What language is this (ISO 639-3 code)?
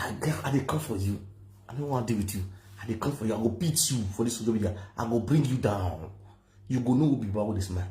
pcm